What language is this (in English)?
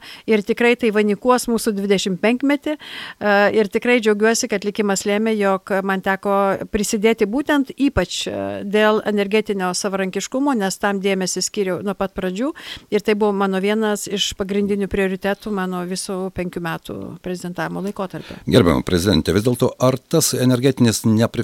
Lithuanian